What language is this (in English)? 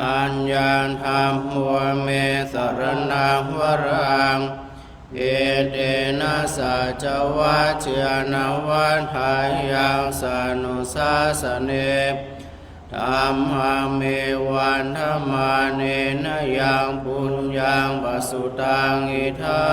Pali